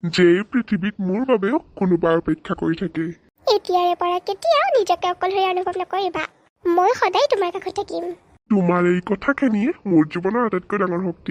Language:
Assamese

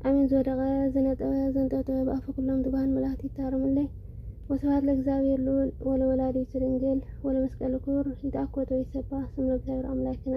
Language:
Amharic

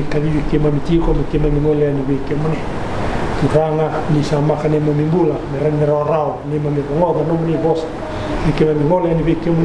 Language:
Fijian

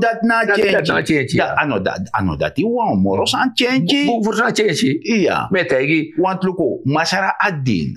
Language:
Sranan Tongo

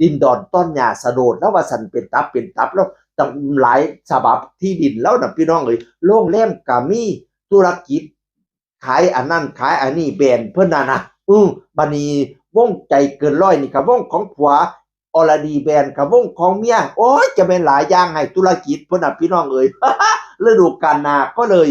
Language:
Northeastern Thai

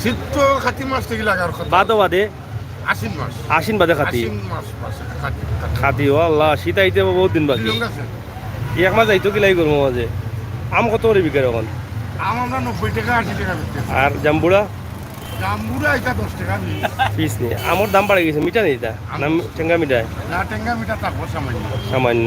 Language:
Sylheti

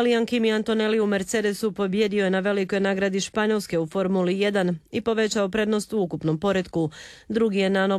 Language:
Croatian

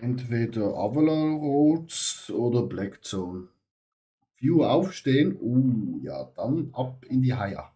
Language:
Swiss German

